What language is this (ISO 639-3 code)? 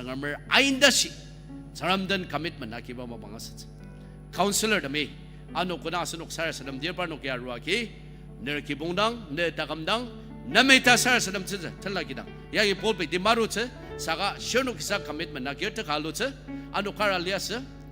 njo